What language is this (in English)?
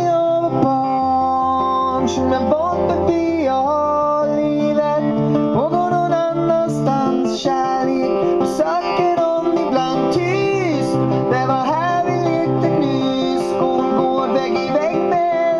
Swedish